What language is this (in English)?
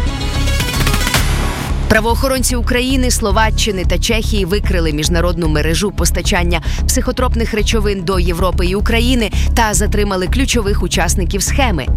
Ukrainian